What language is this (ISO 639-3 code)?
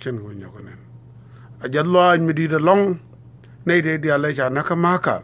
nus